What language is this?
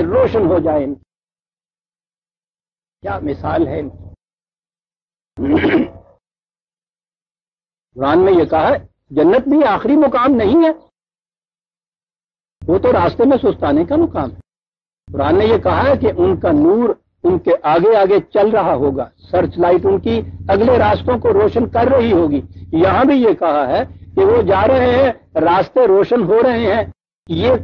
Urdu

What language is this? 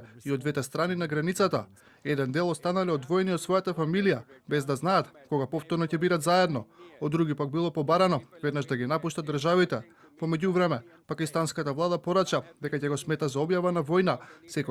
Macedonian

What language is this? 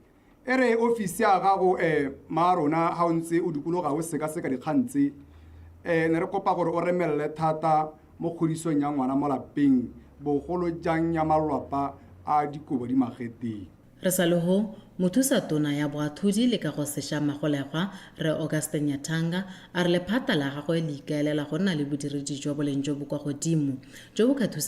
Tswana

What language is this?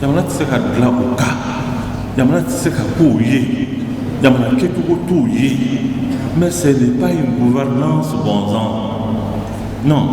Bambara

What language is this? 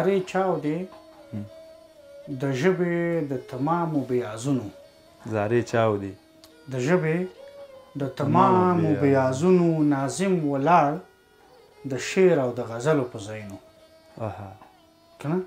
Pashto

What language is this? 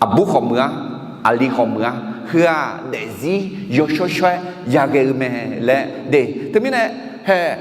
Akha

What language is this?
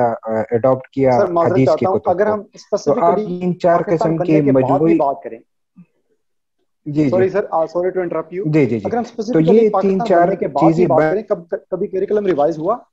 Urdu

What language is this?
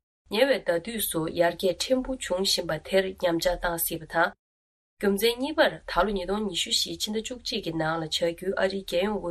Tibetan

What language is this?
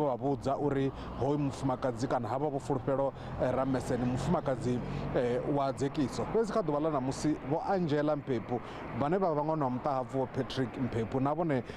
Venda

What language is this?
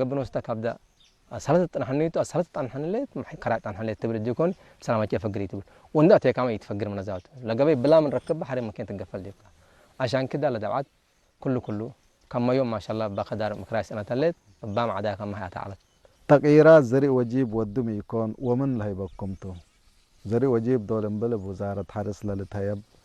Tigre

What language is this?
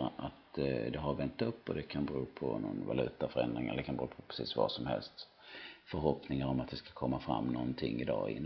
Swedish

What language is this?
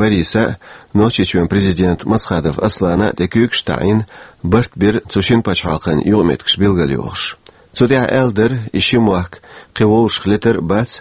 Chechen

